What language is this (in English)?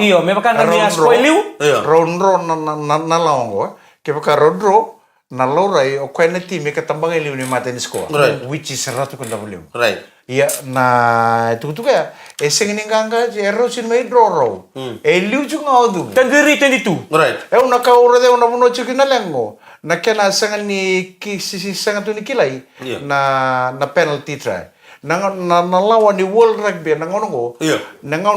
Fijian